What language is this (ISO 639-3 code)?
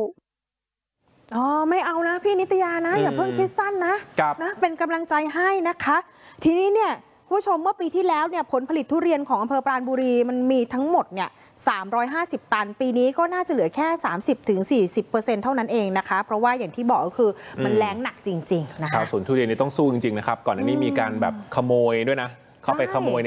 tha